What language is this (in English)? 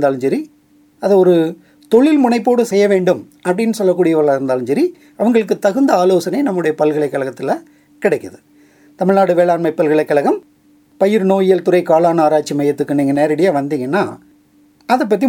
Tamil